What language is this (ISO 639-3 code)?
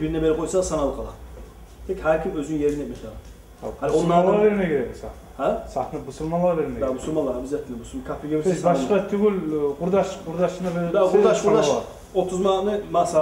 kum